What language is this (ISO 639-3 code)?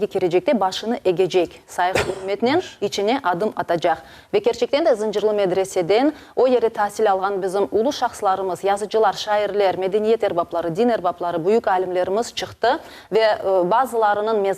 crh